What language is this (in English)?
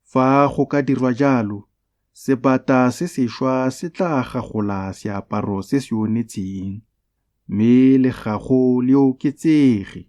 Tswana